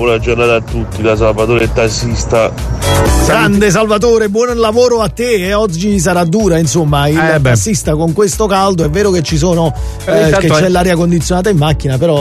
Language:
Italian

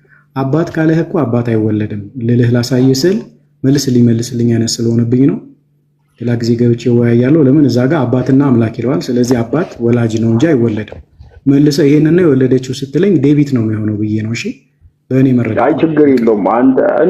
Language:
Amharic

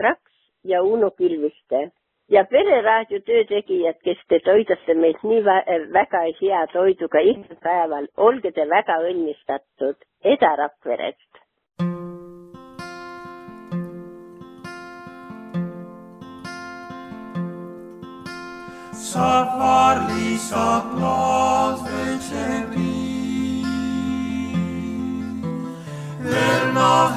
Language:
Estonian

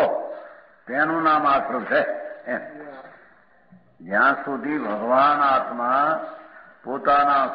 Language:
Gujarati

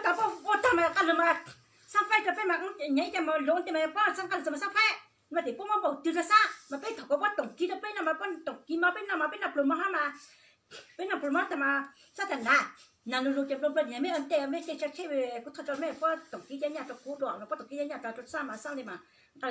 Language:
Hmong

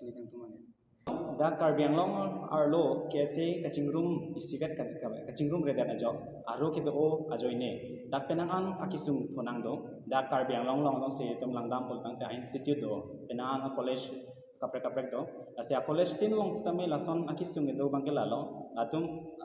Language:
Karbi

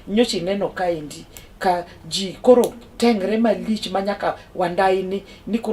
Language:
Luo (Kenya and Tanzania)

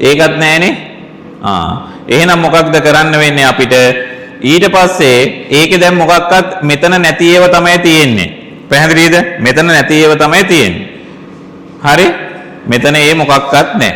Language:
Sinhala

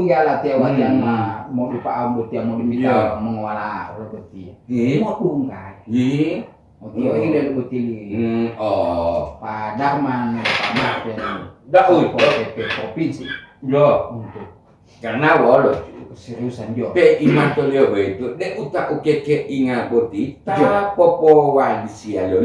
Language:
Gorontalo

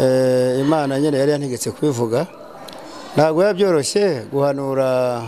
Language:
Kinyarwanda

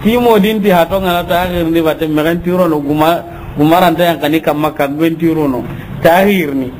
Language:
Soninke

